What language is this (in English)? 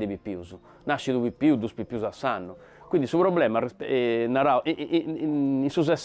Sardinian